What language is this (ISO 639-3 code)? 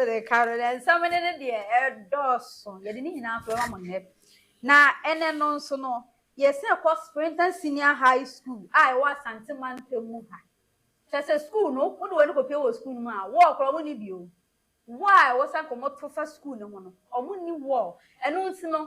aka